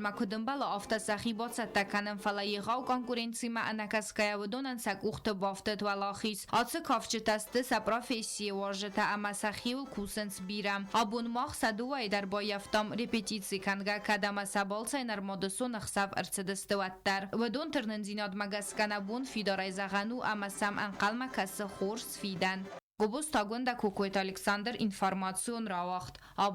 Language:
Ossetic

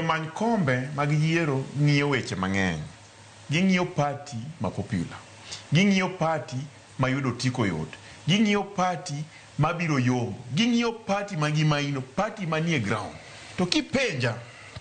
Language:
Luo (Kenya and Tanzania)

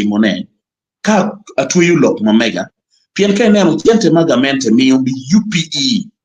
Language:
Acoli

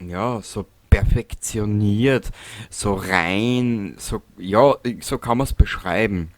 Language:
Bavarian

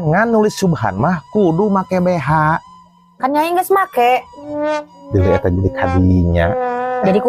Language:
Sundanese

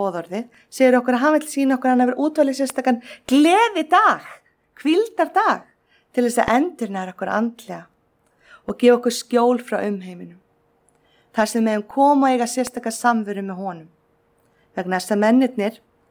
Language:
Icelandic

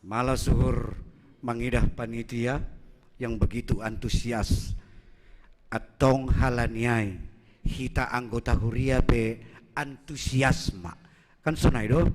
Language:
Batak Simalungun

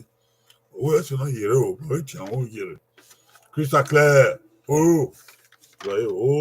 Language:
Bini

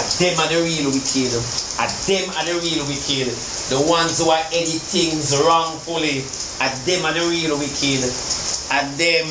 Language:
Jamaican Creole English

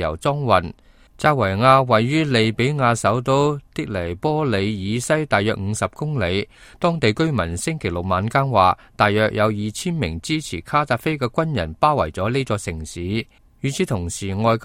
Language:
Cantonese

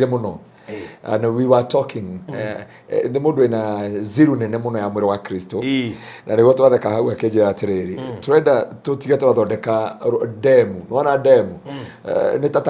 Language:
Kikuyu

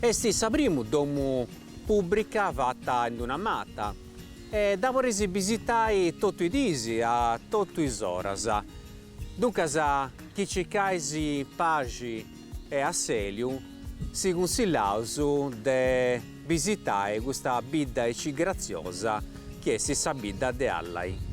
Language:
Sardinian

